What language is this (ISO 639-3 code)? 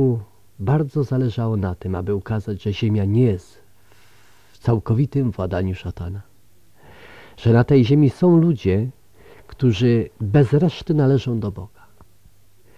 pol